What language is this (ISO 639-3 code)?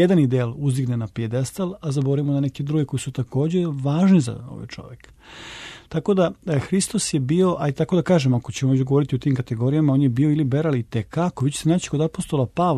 srp